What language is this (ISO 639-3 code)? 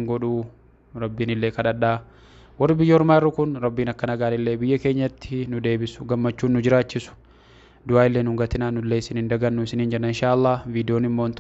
orm